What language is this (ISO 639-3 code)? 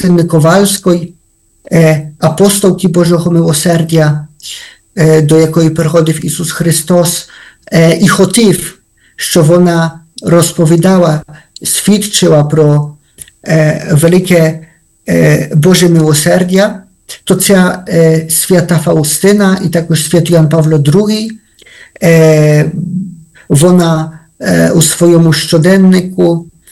ukr